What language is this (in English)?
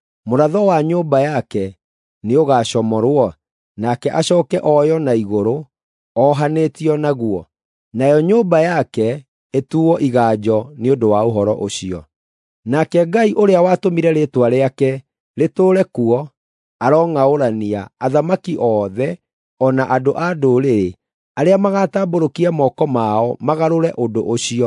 Kikuyu